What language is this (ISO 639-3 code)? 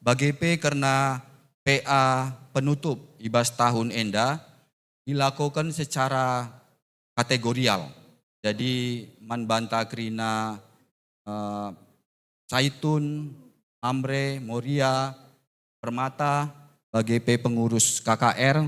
btx